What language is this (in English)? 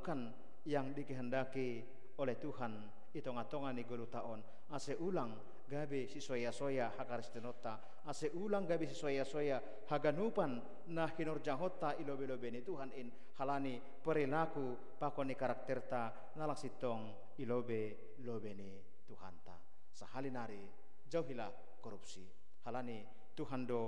Batak Simalungun